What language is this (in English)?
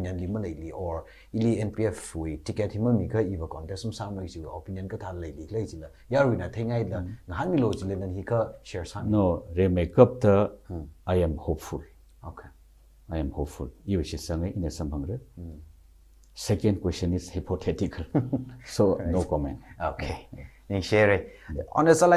Tangkhul Naga (India)